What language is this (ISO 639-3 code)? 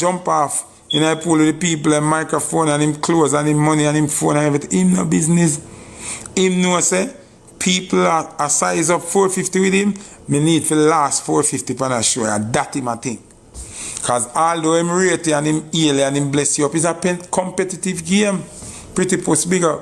jam